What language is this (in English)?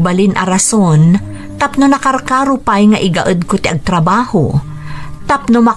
Iloko